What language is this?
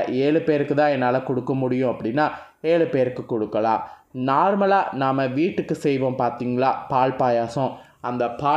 Tamil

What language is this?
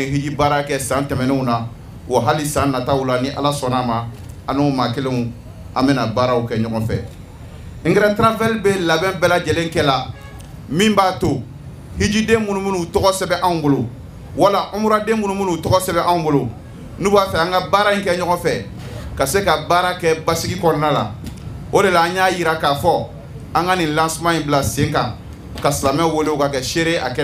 Bambara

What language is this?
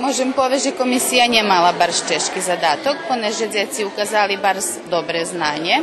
Rusyn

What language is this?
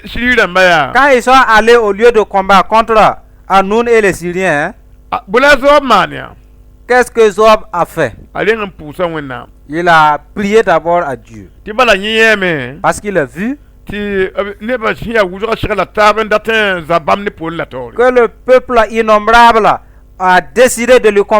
Mossi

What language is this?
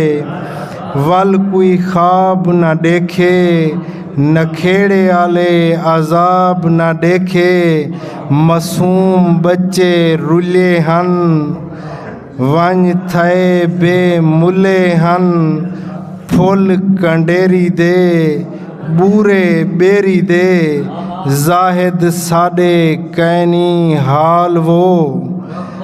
Saraiki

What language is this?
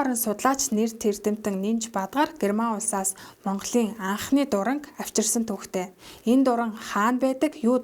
Mongolian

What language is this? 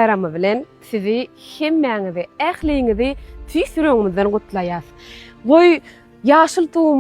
Turkmen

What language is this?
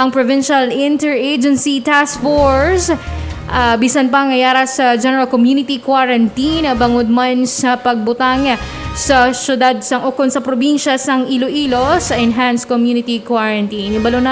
Hiligaynon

